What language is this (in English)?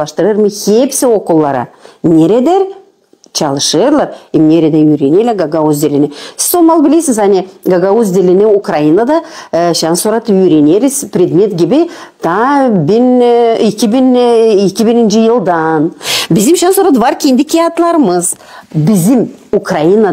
Gagauz